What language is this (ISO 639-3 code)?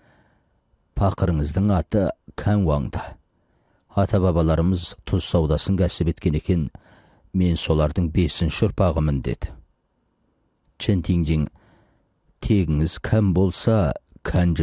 kaz